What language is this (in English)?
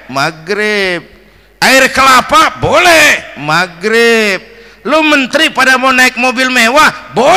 Betawi